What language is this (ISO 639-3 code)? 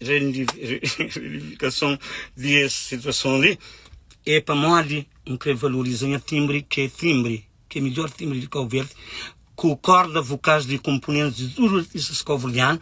kea